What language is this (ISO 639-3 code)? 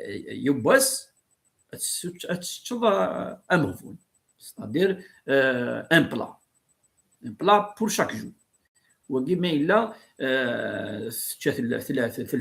kab